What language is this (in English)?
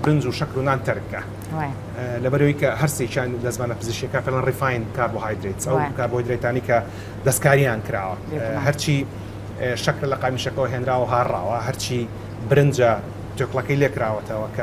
Central Kurdish